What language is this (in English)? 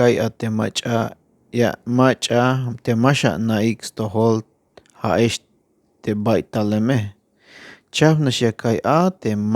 Tzeltal